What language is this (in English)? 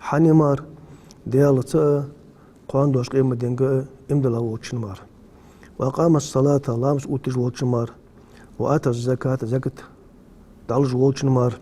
Ingush